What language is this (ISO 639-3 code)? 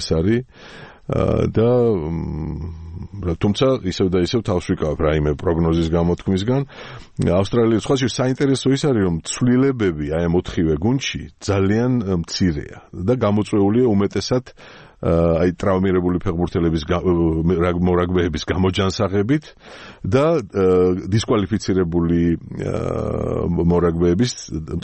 kat